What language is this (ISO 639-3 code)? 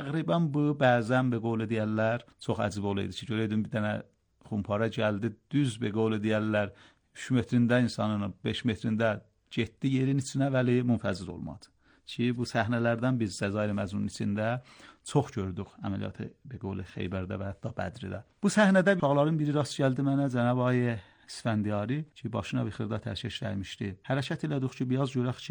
aze